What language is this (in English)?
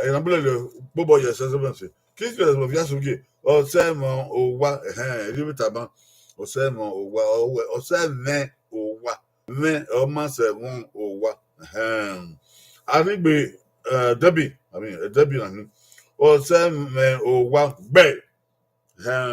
Bini